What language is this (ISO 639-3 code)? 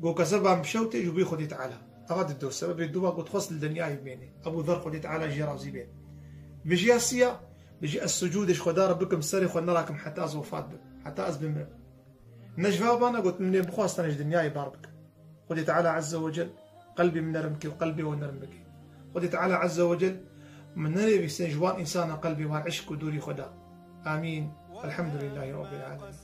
kur